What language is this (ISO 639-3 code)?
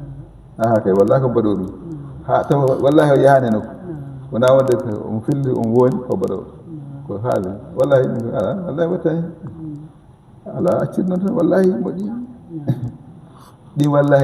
ful